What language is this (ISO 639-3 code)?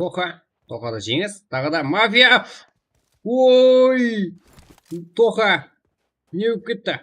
kaa